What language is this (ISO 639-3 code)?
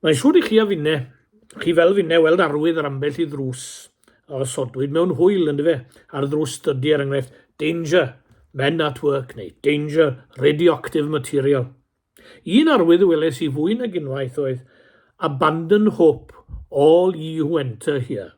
cym